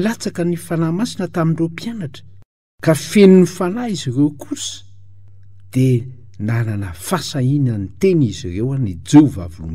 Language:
Malagasy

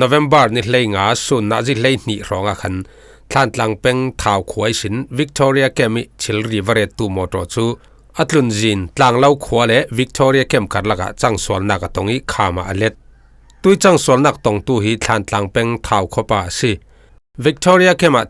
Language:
Falam Chin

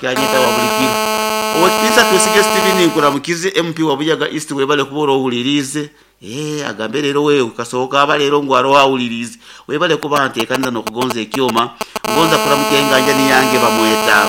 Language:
Nyoro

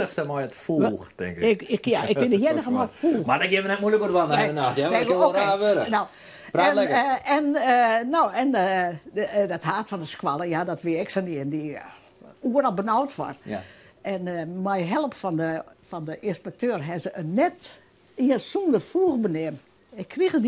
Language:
Western Frisian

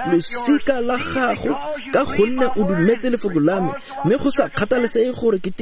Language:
Tswana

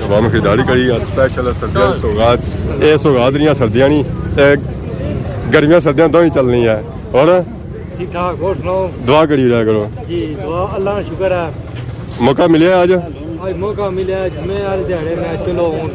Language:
Pahari-Potwari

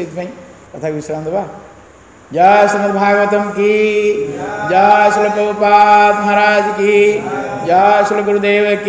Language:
Odia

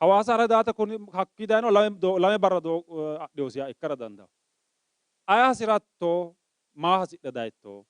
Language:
Sidamo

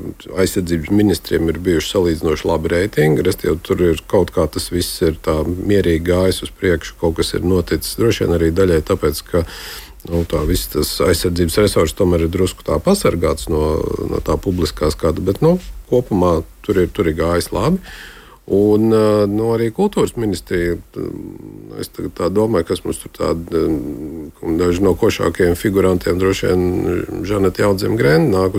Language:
Latvian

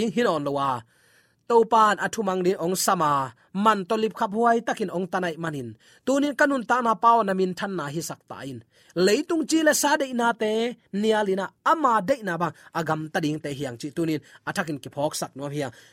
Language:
Tedim Chin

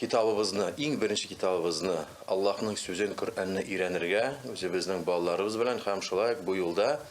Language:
Tatar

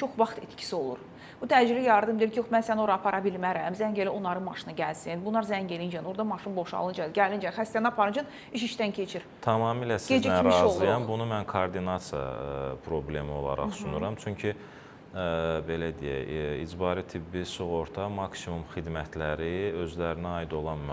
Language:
Azerbaijani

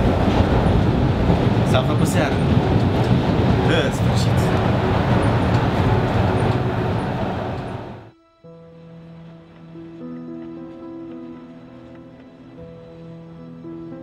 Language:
Romanian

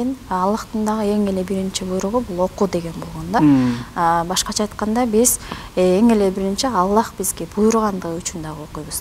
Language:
Kyrgyz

